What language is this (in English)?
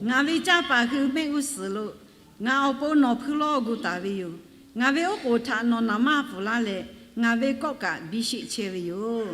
Lahu